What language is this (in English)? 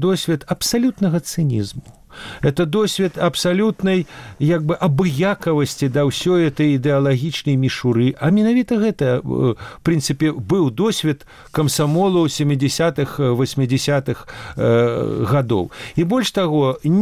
Belarusian